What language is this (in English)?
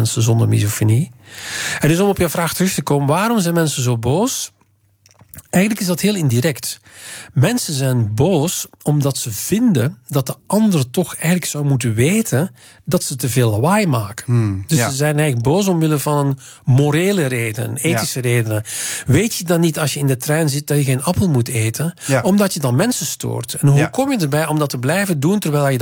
Dutch